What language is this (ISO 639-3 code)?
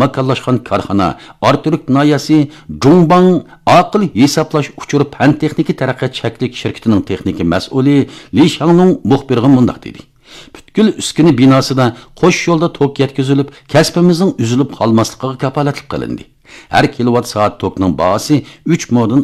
uig